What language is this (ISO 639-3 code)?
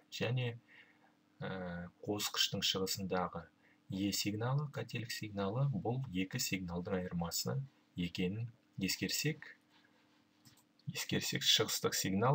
kaz